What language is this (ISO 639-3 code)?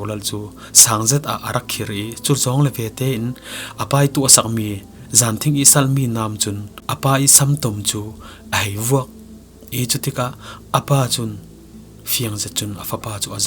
cfm